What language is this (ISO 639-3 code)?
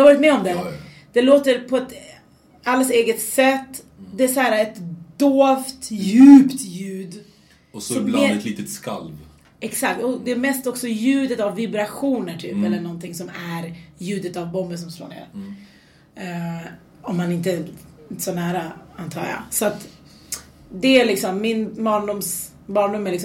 swe